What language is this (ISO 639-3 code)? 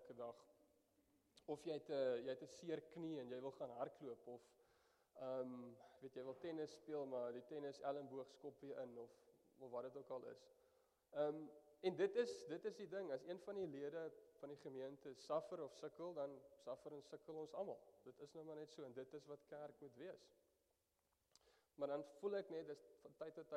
afr